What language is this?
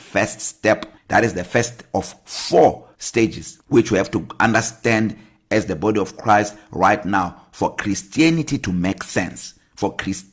English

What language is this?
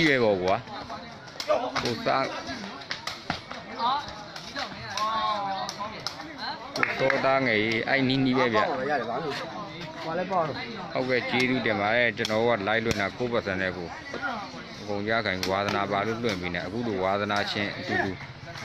Burmese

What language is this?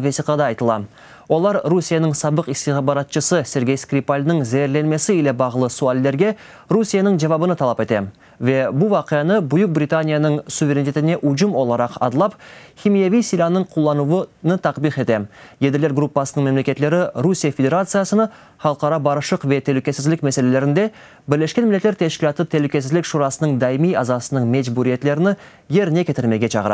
Crimean Tatar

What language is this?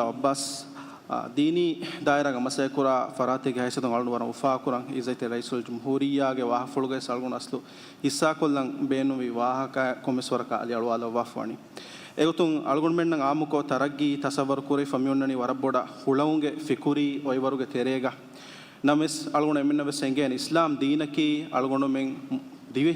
Divehi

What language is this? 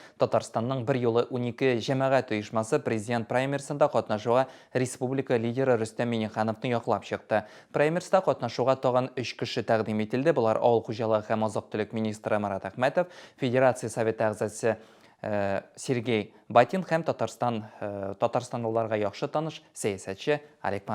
Tatar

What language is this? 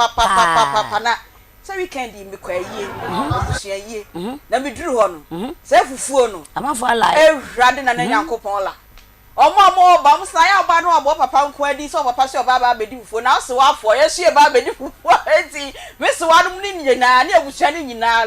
Akan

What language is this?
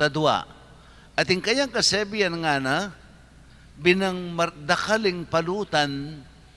Pampanga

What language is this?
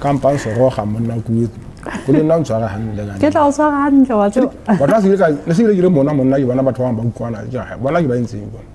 Southern Sotho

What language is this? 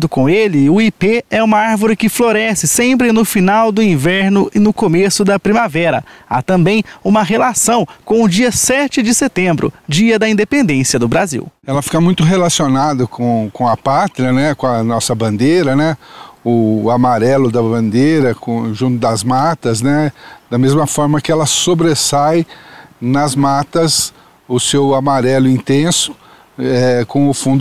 Portuguese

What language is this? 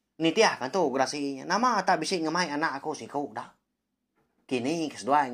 Iban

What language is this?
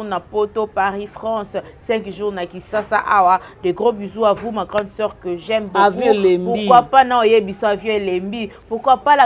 Lingala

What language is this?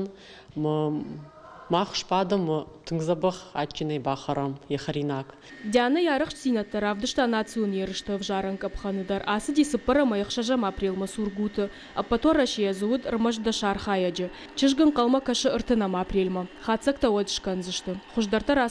Ossetic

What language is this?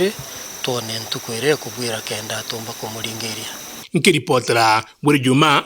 Meru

